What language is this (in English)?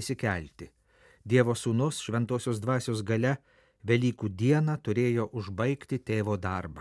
Lithuanian